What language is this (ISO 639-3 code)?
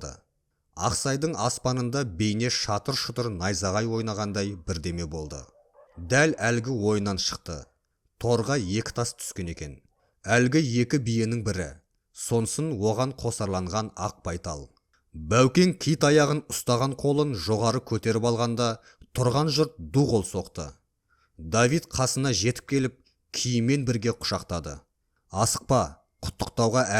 kaz